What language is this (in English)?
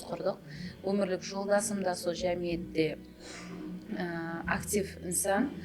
Kara-Kalpak